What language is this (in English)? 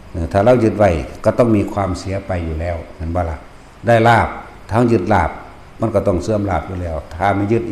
Northeastern Thai